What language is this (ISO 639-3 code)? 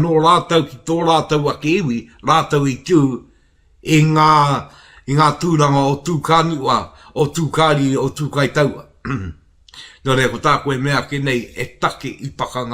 mri